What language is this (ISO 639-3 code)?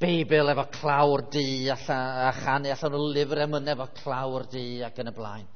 cym